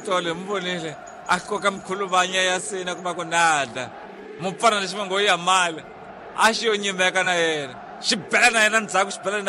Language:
Tsonga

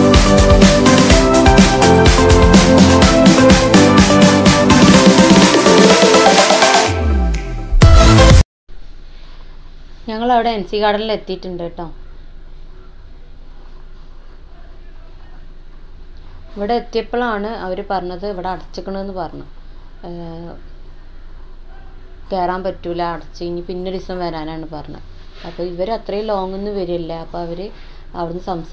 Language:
Malayalam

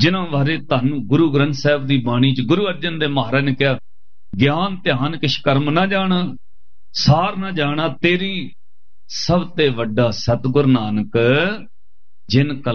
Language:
Punjabi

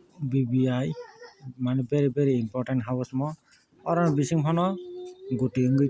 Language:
Kok Borok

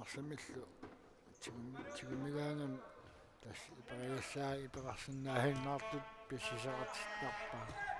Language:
Kalaallisut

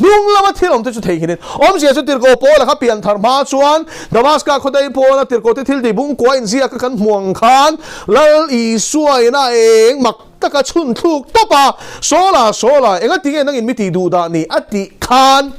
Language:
Mizo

